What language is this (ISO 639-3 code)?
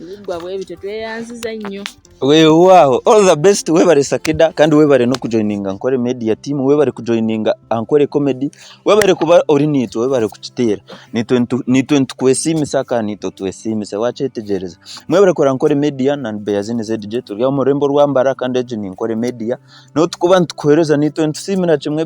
nyn